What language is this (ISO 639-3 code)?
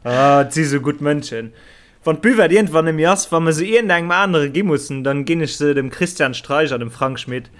ltz